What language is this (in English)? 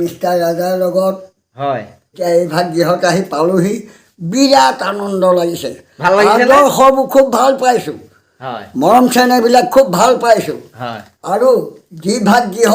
Assamese